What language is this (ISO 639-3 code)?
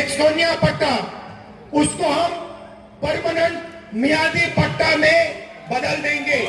mjw